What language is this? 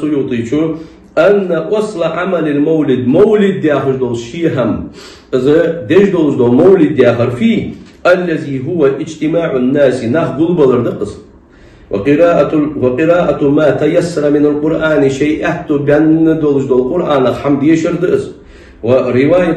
Ingush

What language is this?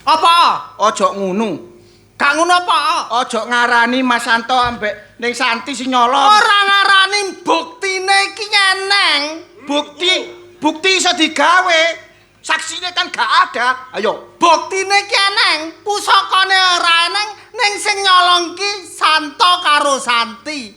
Javanese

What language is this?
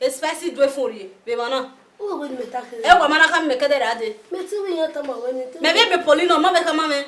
Bini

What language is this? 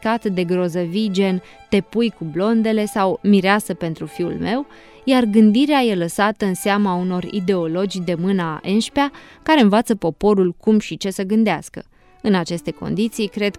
Romanian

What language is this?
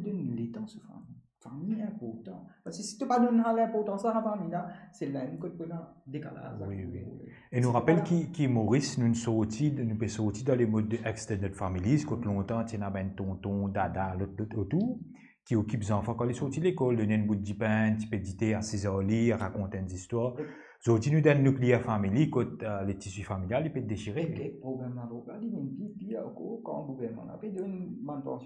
Morisyen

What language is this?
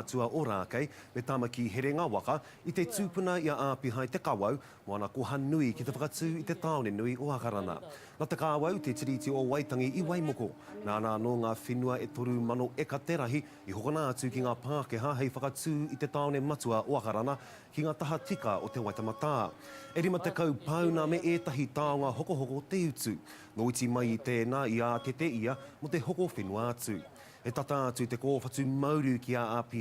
Māori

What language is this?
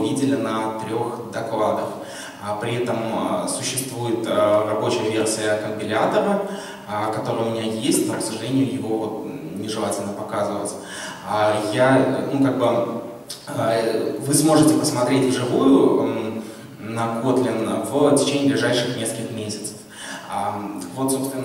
Russian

